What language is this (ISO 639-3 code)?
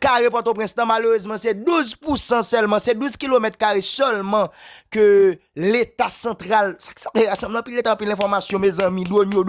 hat